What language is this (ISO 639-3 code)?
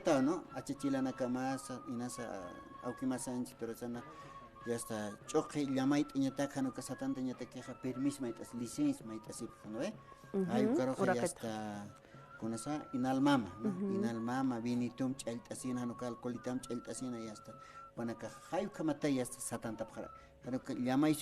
aym